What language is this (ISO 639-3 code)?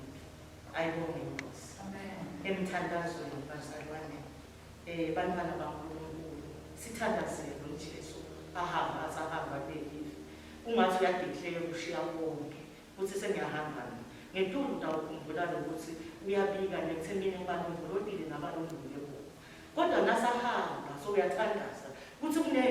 ssw